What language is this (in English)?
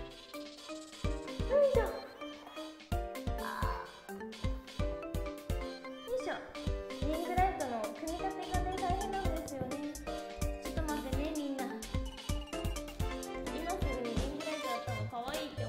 Japanese